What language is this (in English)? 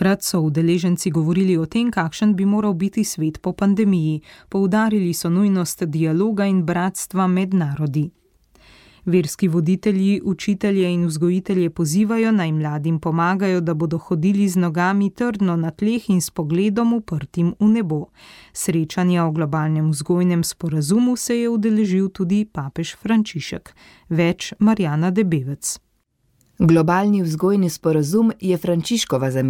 Slovenian